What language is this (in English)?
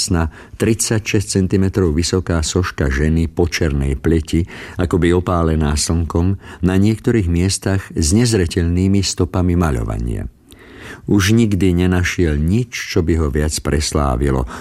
Slovak